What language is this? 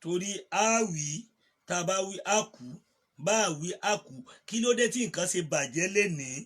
Yoruba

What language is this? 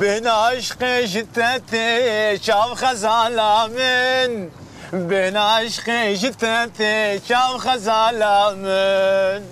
Kurdish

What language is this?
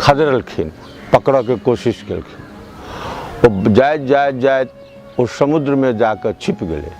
Maithili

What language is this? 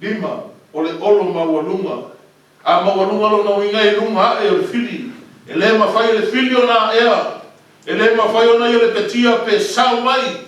Samoan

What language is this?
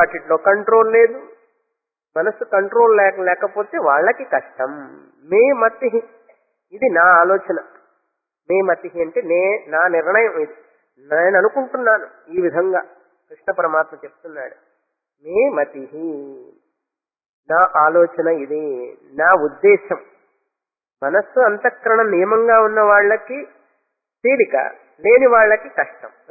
Telugu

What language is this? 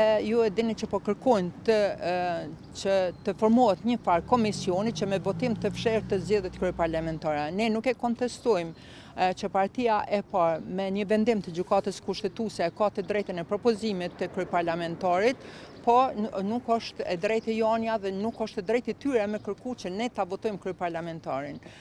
Albanian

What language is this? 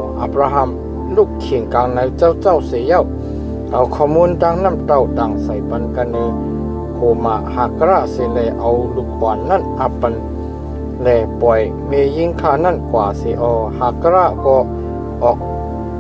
Shan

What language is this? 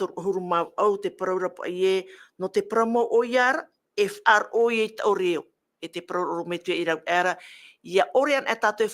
Tahitian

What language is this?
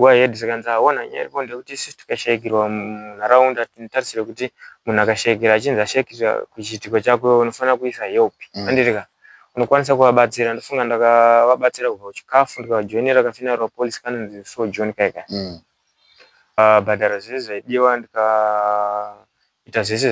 Shona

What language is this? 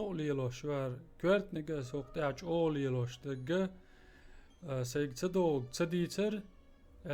Chechen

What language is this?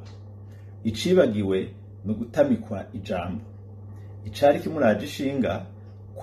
Rundi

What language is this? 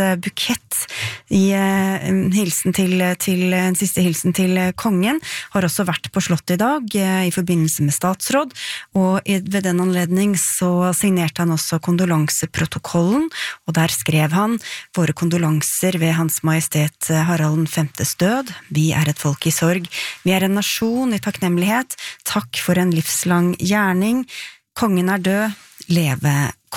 Norwegian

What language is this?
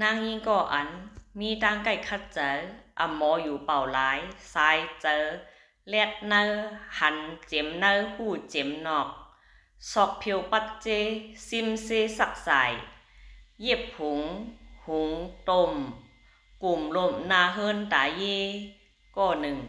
Shan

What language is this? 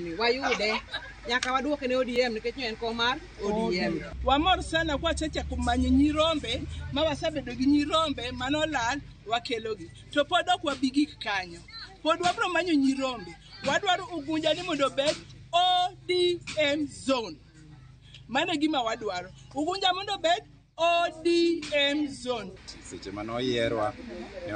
Luo (Kenya and Tanzania)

